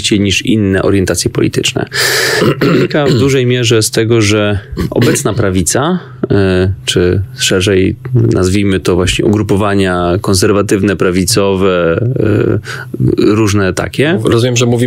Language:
Polish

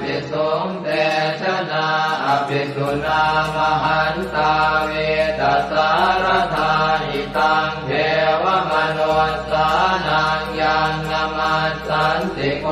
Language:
Pali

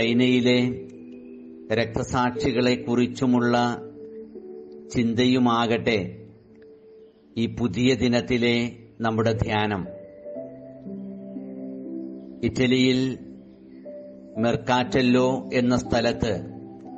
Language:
Malayalam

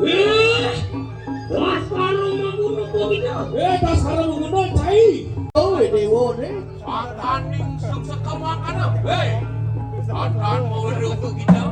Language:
Balinese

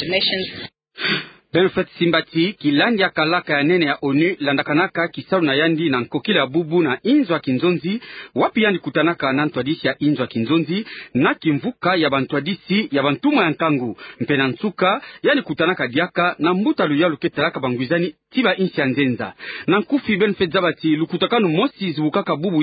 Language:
Kituba (Democratic Republic of Congo)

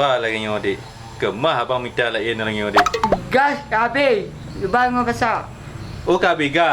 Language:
Achinese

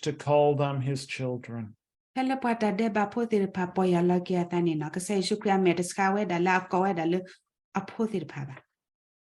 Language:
S'gaw Karen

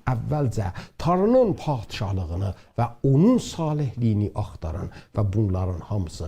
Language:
South Azerbaijani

